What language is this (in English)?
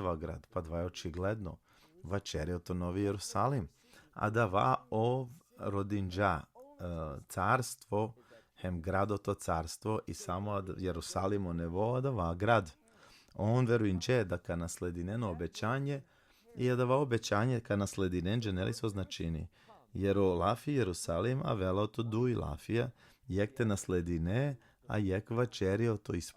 Balkan Romani